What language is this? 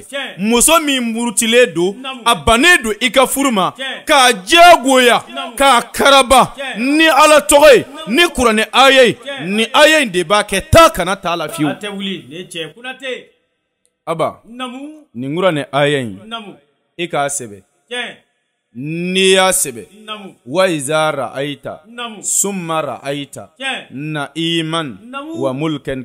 Bambara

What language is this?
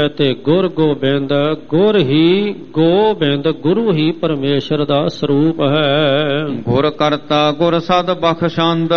Punjabi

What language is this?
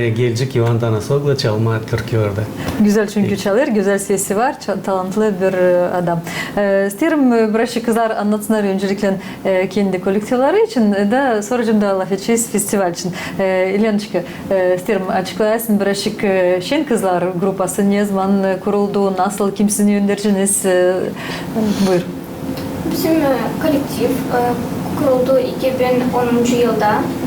Gagauz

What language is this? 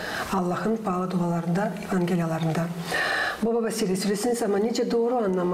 Gagauz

